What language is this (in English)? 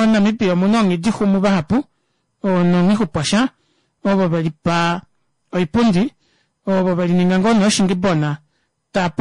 Kuanyama